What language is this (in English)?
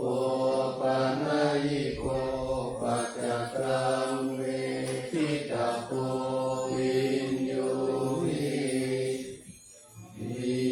Pali